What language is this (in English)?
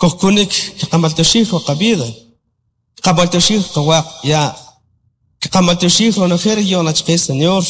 Kʼicheʼ